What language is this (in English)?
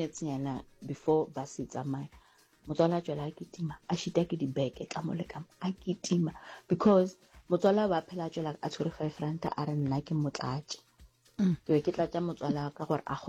Northern Sotho